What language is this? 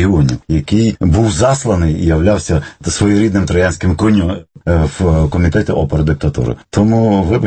Ukrainian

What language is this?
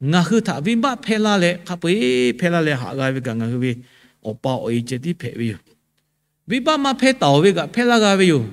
Lahu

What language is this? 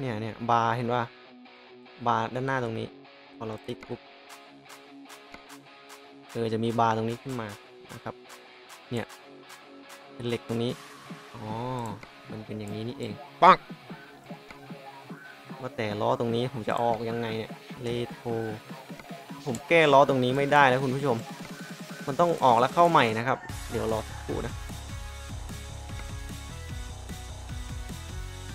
Thai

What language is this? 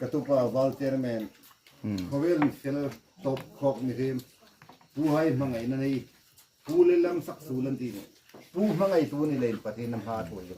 Hmar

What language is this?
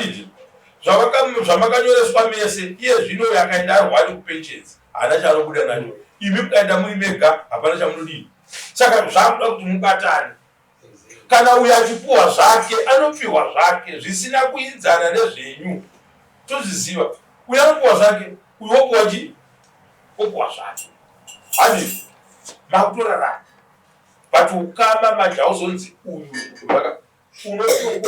Shona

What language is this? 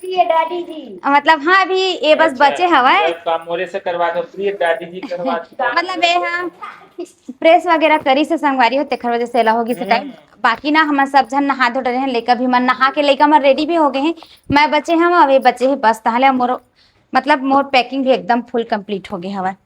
Chhattisgarhi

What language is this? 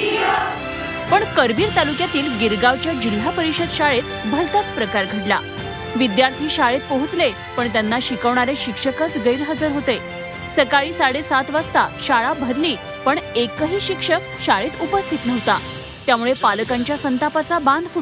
Marathi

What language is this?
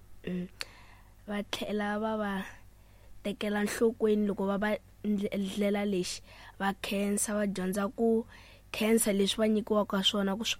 Tsonga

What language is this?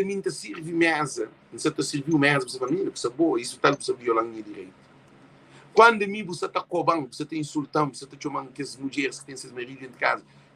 Kabuverdianu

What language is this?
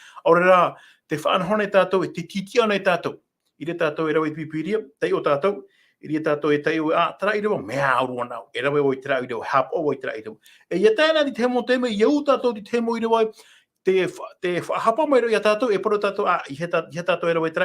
Tahitian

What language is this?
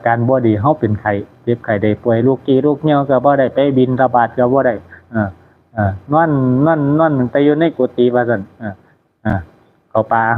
Northeastern Thai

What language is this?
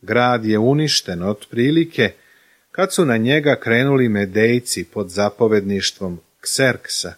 Serbian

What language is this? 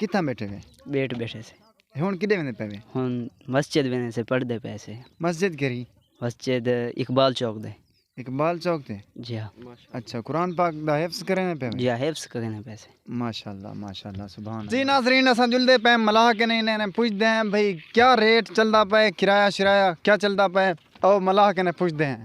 Saraiki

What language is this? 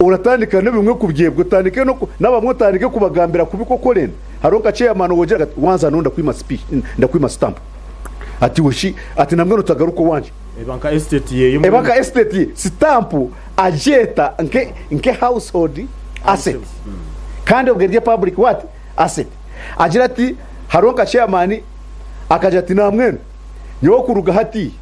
Nyankole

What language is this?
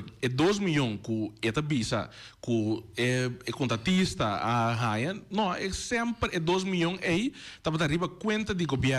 Papiamento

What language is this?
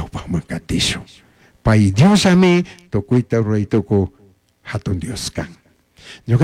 Chimborazo Highland Quichua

